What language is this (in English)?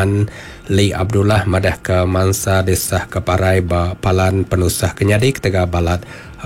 Iban